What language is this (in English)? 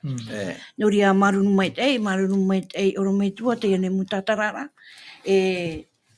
Tahitian